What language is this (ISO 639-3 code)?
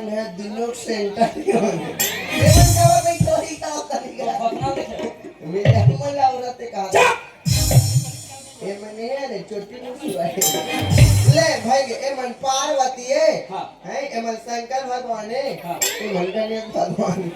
hne